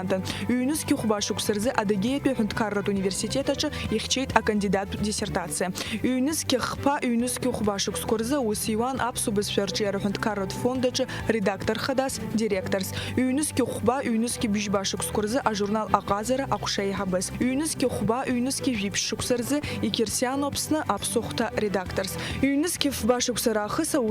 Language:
Abkhazian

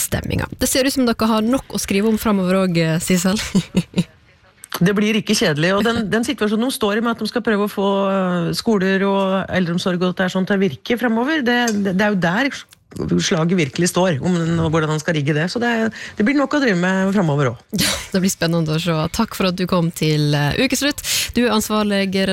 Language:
Norwegian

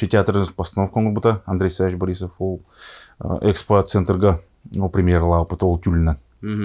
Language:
Yakut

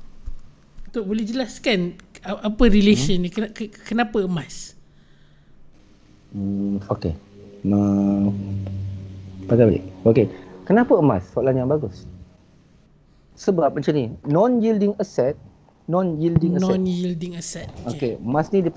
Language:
Malay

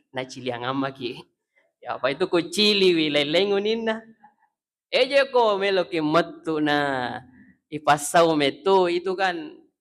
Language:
Buginese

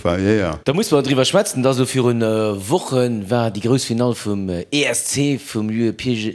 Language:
Luxembourgish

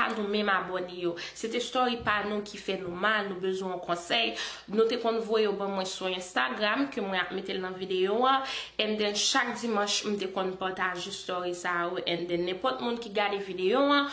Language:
Haitian Creole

